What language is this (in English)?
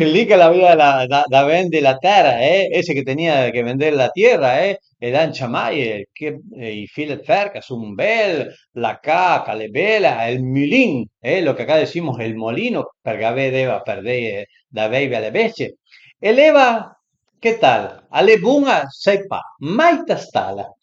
Piedmontese